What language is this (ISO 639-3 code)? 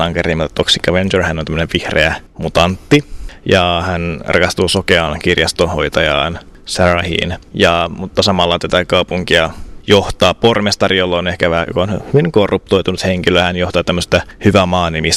fin